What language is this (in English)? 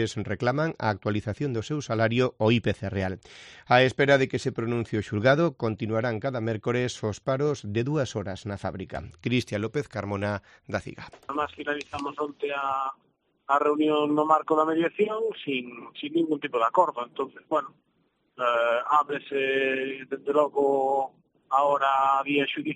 Galician